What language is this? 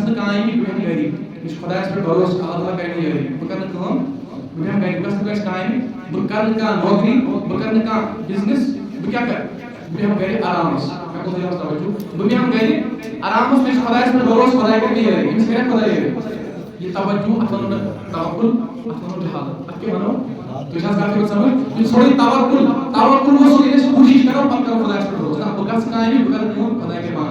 Kashmiri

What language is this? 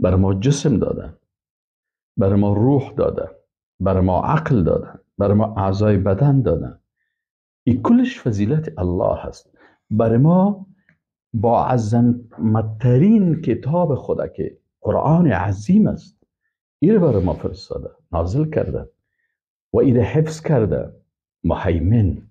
Persian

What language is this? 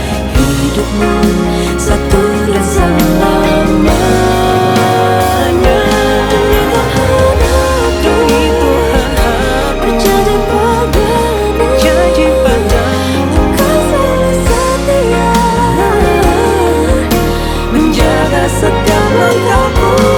Indonesian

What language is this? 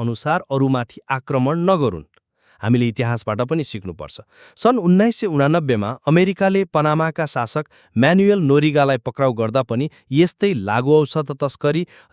Nepali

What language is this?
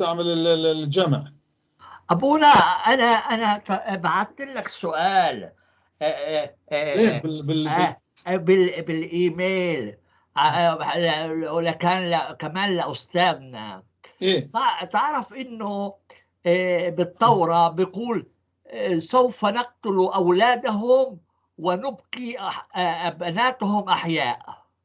North Levantine Arabic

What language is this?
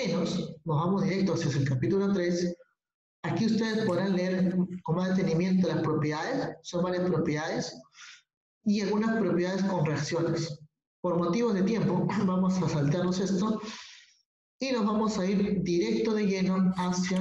Spanish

